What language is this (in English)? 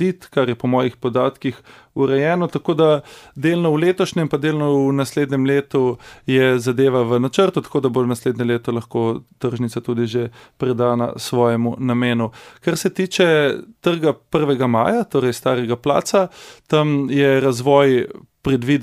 Slovenian